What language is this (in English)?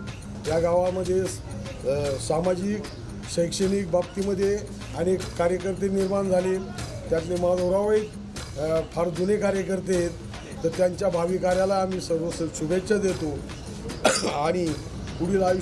Marathi